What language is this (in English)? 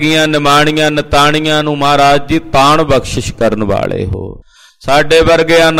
Punjabi